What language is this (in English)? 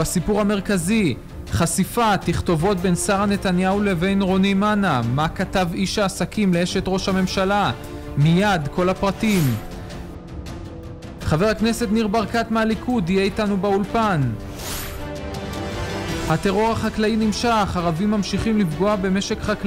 Hebrew